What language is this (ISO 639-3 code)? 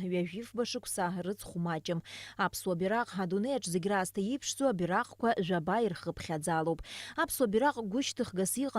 abk